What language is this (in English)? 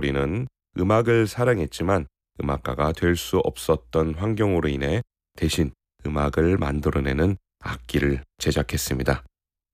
Korean